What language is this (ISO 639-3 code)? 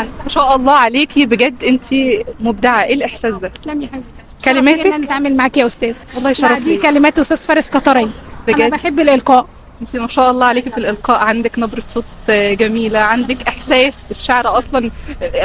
arz